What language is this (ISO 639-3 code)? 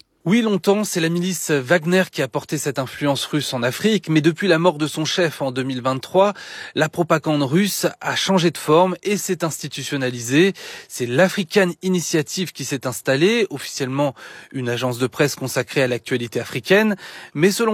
fra